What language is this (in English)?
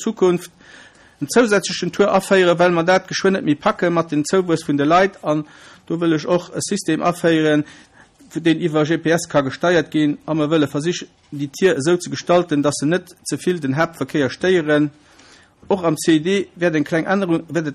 Luxembourgish